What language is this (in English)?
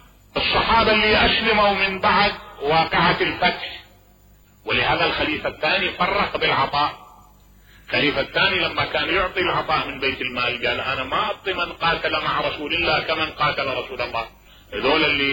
Mesopotamian Arabic